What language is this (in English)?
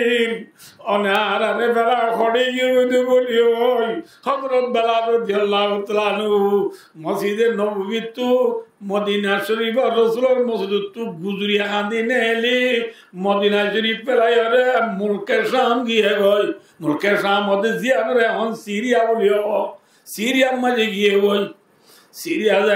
Rohingya